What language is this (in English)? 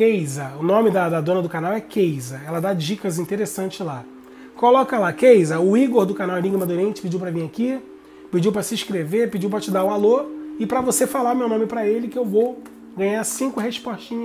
Portuguese